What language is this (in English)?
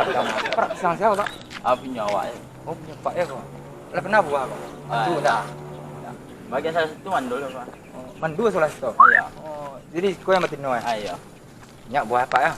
Minangkabau